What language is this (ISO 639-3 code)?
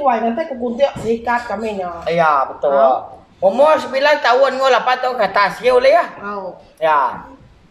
iba